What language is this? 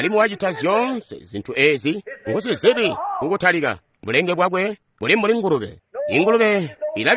Tonga (Zambia)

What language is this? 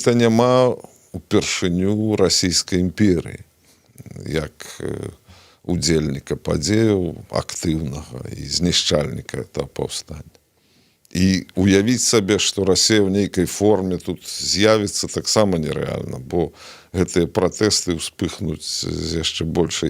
Belarusian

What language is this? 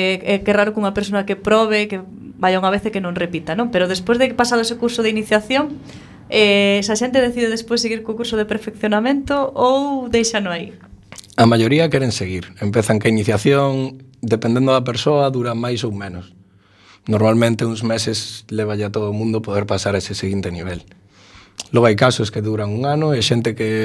Galician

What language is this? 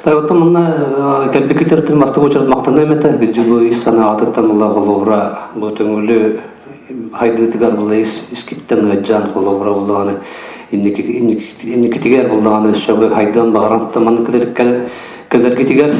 Yakut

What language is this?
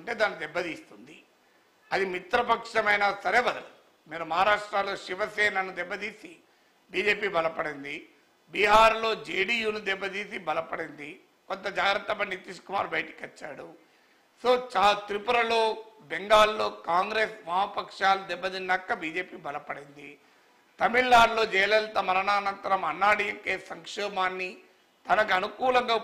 Telugu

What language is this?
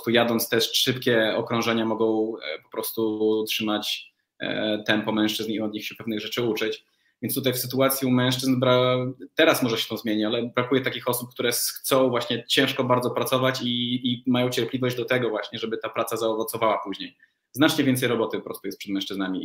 Polish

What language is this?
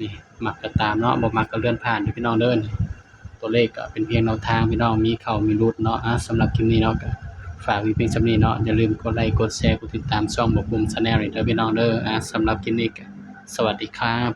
Northeastern Thai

